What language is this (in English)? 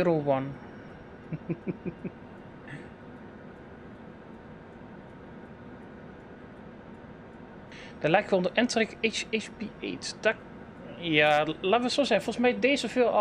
Dutch